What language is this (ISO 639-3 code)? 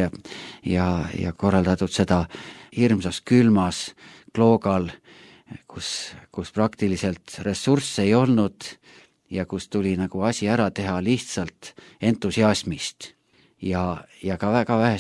est